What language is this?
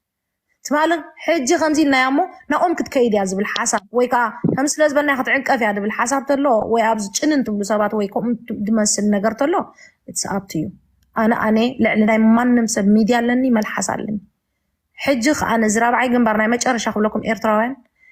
Tigrinya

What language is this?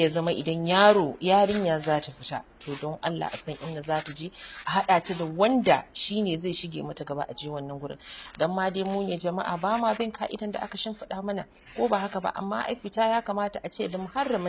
Hausa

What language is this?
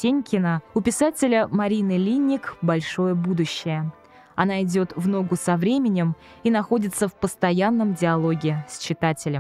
Russian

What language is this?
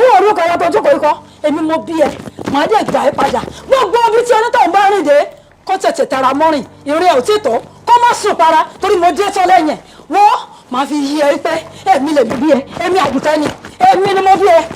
Yoruba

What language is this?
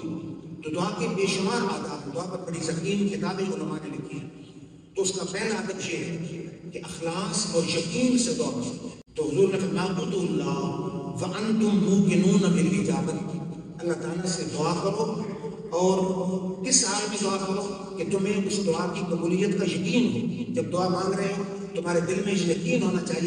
Urdu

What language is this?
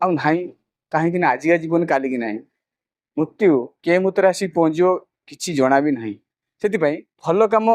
Odia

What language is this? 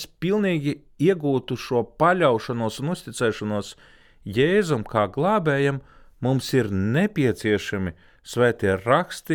Latvian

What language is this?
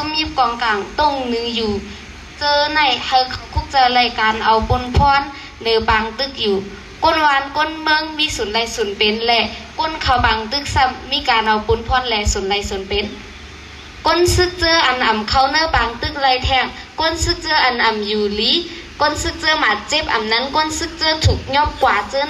Shan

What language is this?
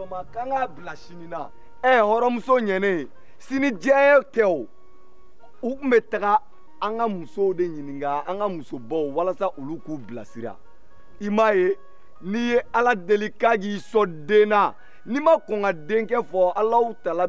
Bambara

